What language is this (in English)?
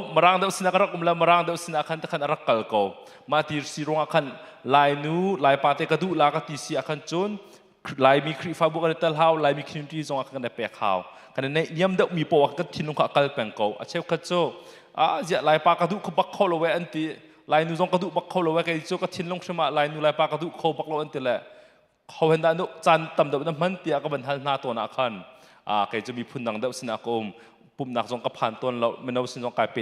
Hakha Chin